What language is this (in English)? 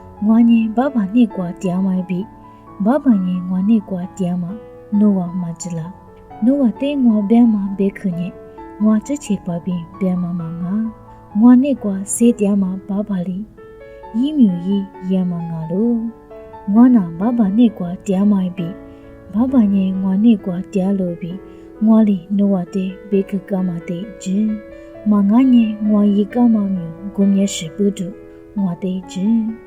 Lisu